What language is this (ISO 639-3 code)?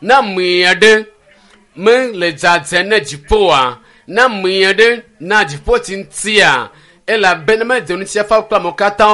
ewe